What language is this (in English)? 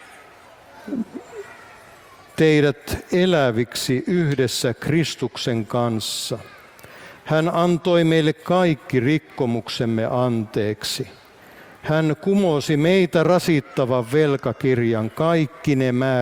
Finnish